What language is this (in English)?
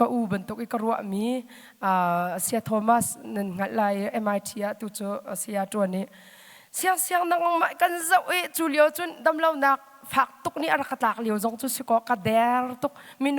Hakha Chin